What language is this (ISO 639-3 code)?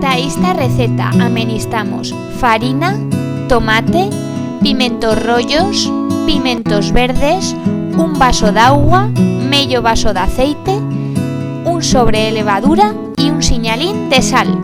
arg